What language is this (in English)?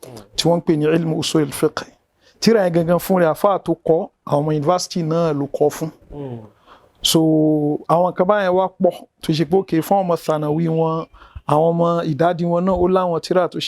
Yoruba